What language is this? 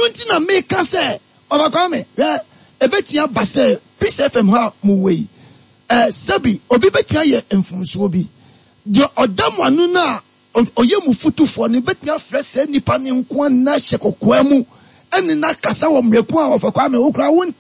Akan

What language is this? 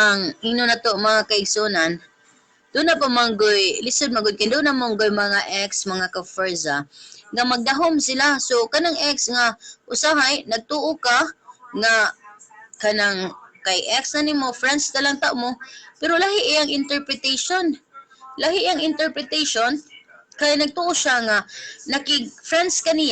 Cebuano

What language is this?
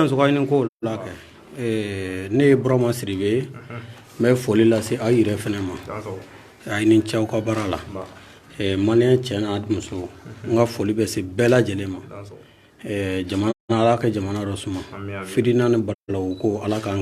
Bambara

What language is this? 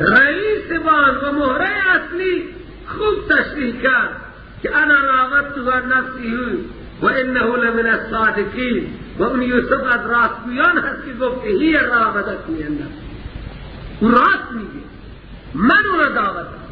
Persian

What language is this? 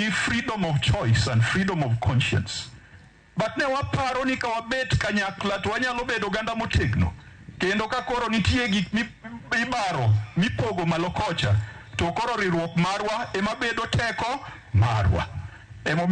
Luo (Kenya and Tanzania)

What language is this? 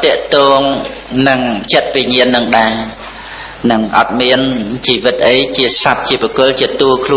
Khmer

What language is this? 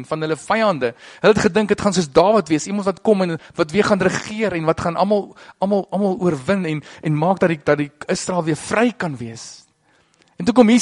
Afrikaans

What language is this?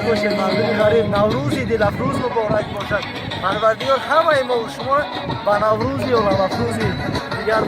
Tajik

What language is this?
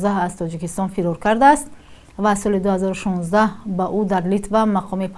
Tajik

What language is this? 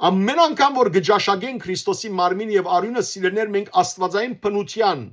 Western Armenian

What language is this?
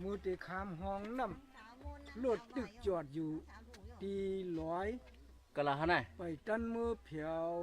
Shan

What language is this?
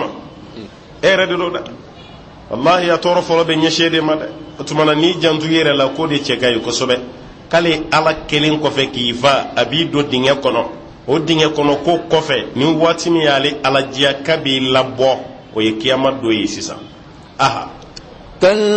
Bambara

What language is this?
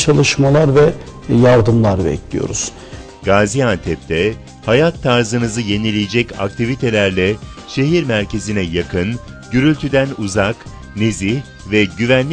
Turkish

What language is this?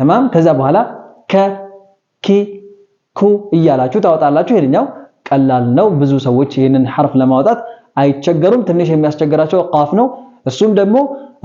Amharic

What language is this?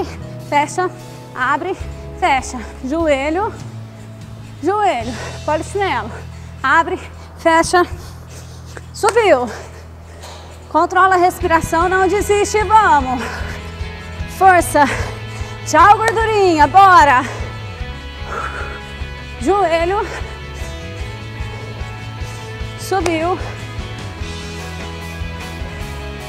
Portuguese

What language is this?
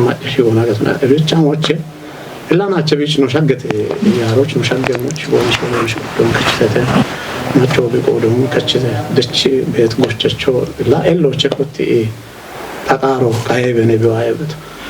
Kafa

